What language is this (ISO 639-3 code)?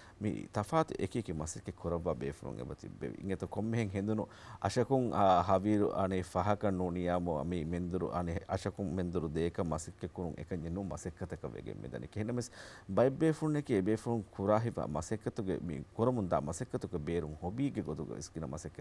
div